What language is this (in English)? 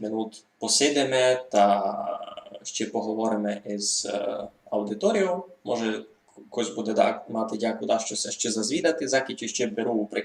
Rusyn